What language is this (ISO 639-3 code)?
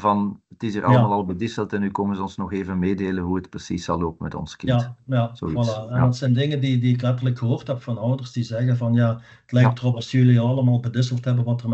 nld